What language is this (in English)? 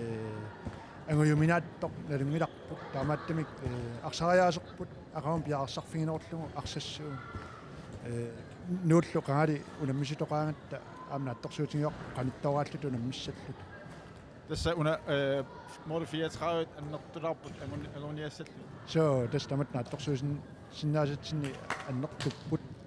Kalaallisut